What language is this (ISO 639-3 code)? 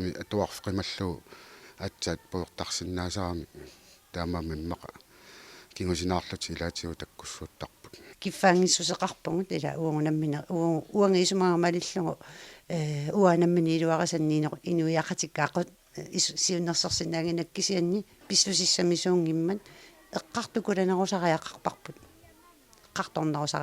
kal